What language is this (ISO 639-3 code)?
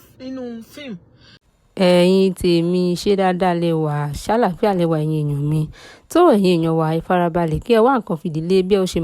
yor